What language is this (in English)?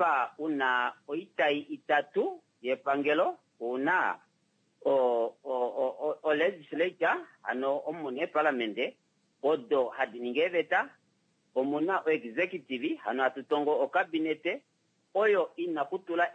Kuanyama